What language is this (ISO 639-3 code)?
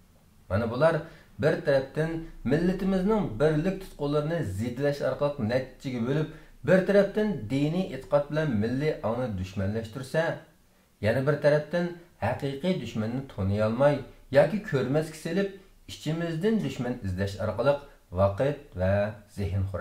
uig